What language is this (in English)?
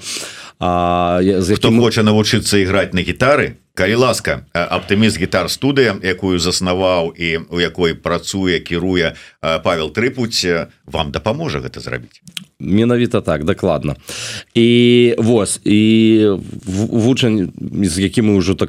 Belarusian